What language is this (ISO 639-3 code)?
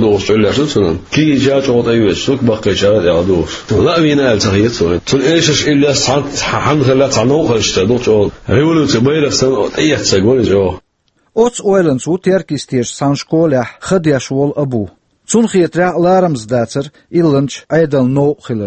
che